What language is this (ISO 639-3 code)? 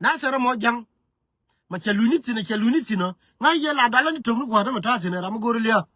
nus